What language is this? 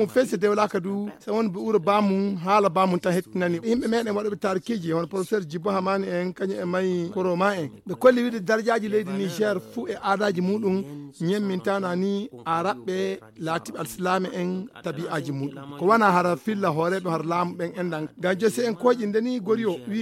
Fula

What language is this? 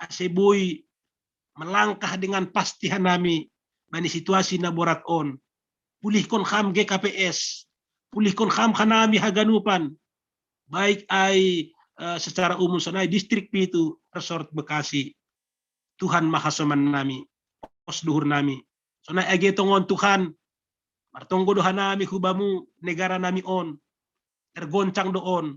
Batak Simalungun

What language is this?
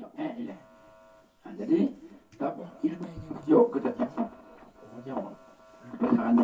Achinese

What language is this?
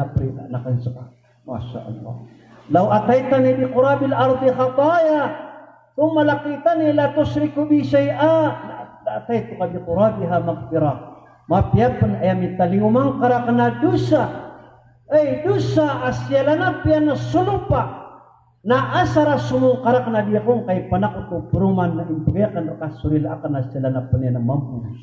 Maranao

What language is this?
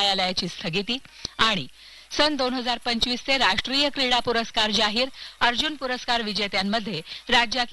Marathi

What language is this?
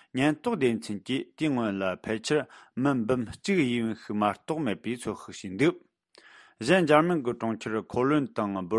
Tibetan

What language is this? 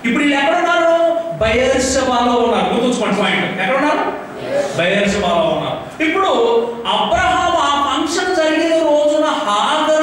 Telugu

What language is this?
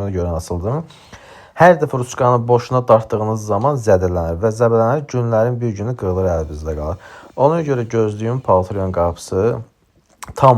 Azerbaijani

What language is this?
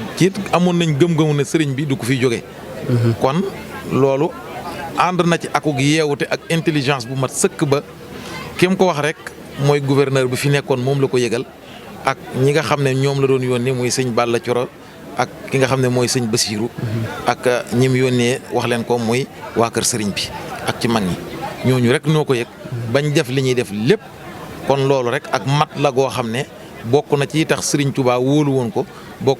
Wolof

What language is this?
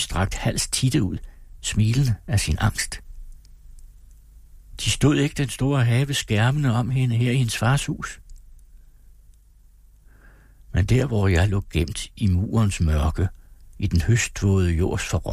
Danish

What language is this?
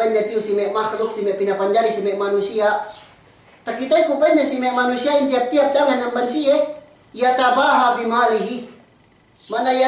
Yakan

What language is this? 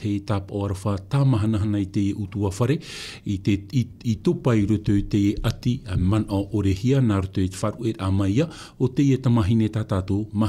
Tahitian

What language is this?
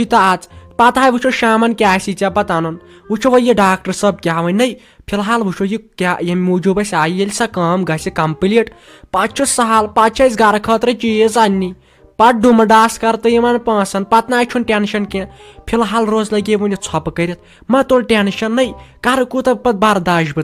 Kashmiri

